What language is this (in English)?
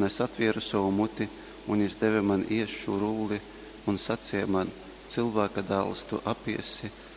Latgalian